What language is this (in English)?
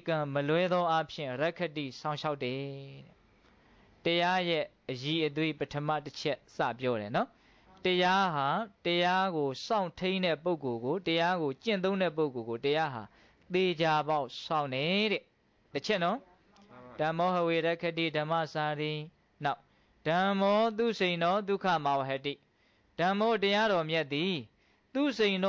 Burmese